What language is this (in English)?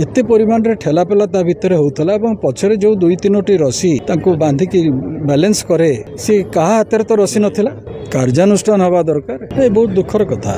Odia